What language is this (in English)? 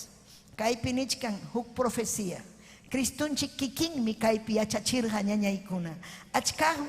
Ayacucho Quechua